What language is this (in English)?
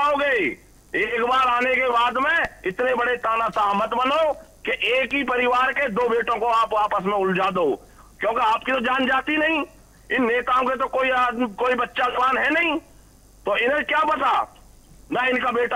Hindi